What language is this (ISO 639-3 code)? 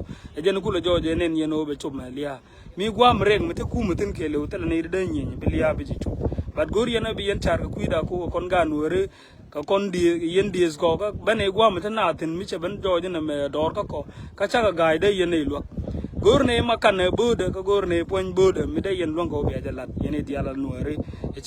nus